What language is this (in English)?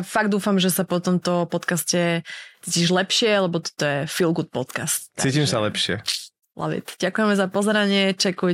Slovak